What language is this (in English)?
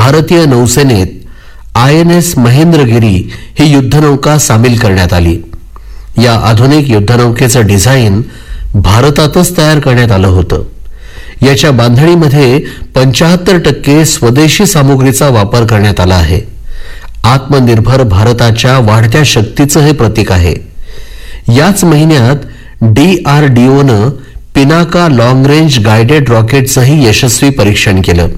Marathi